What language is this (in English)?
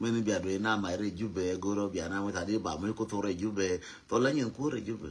Nuer